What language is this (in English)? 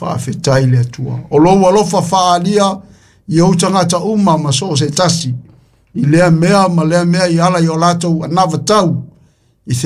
Samoan